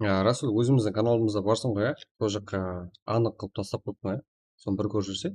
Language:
Kara-Kalpak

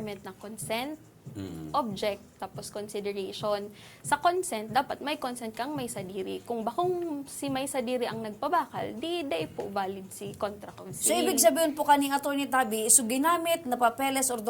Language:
Bikol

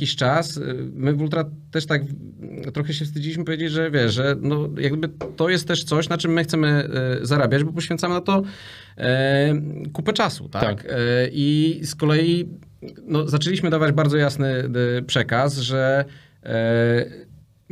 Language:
Polish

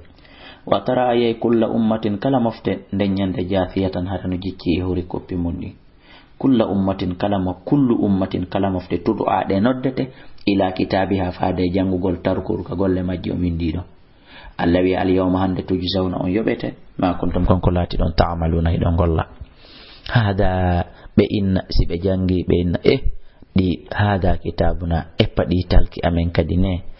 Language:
Fula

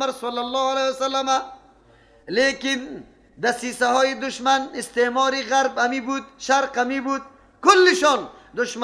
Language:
Persian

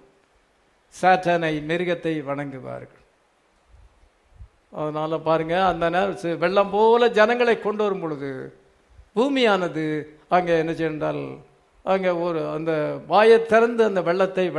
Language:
Tamil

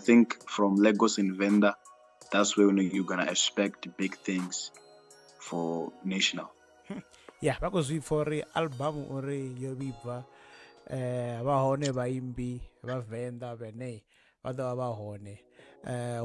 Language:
Venda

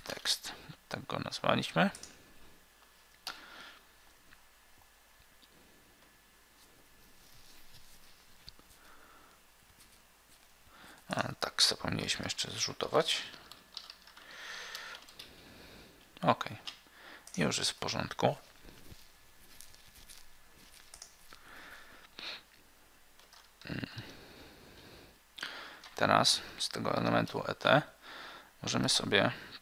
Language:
Polish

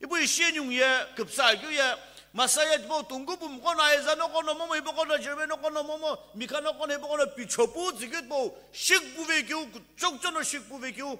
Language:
Sumi Naga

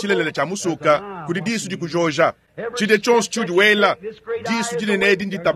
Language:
Luba-Lulua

